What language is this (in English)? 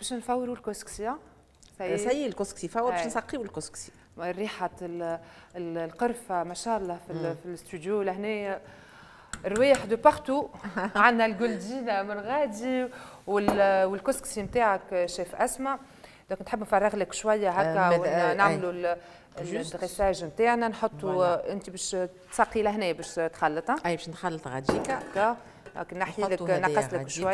Tunisian Arabic